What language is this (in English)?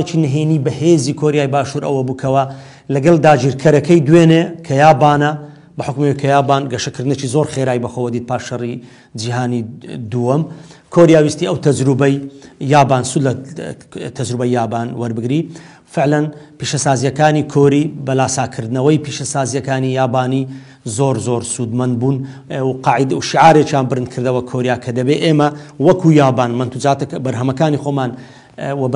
Central Kurdish